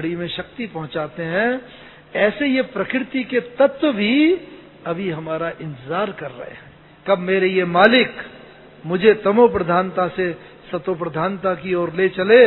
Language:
Hindi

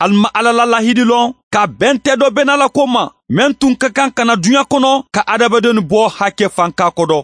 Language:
Bambara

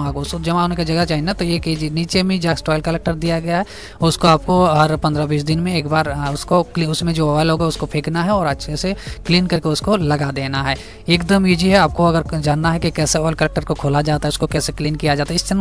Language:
Hindi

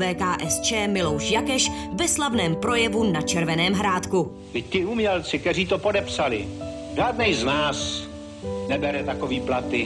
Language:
Czech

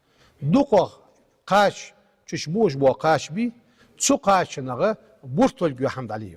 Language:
Ingush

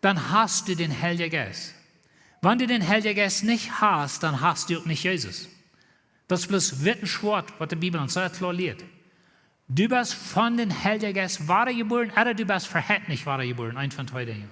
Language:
Plautdietsch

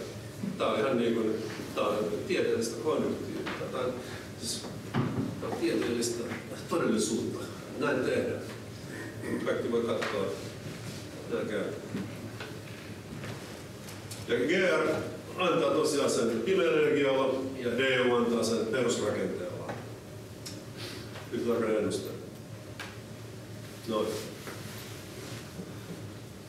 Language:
Finnish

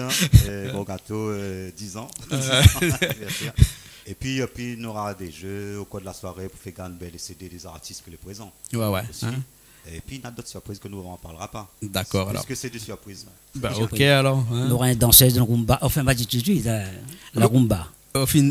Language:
Réunion Creole French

